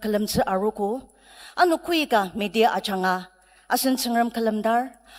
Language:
Ao Naga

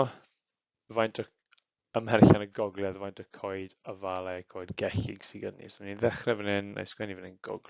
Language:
Welsh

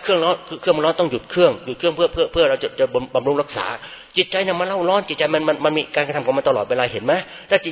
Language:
Thai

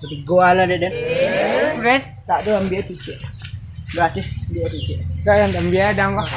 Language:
Minangkabau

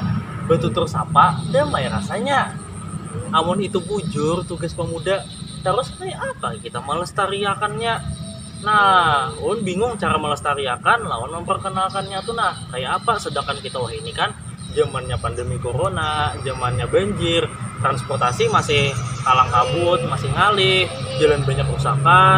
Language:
Banjar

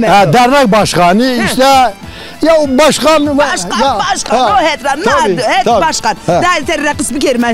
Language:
Zaza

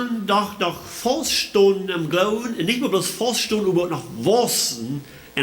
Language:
Plautdietsch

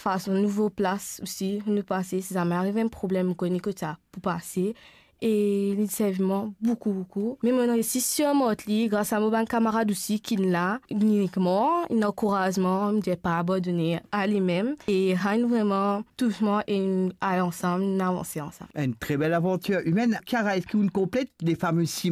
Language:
Morisyen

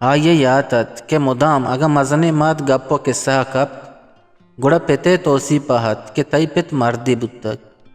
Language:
Eastern Balochi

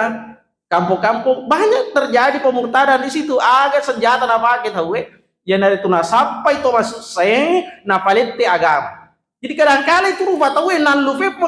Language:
Buginese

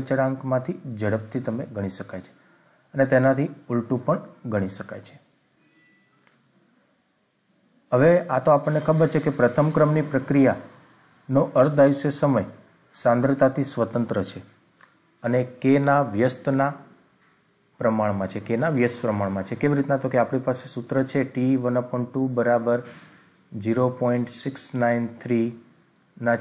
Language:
Gujarati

